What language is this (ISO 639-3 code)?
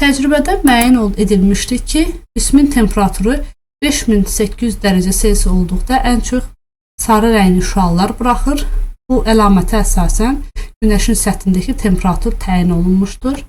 aze